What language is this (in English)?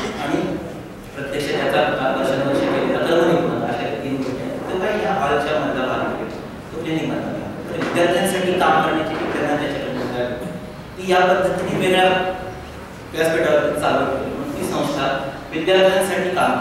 Marathi